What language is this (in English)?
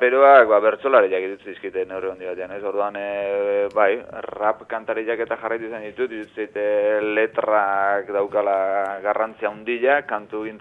Basque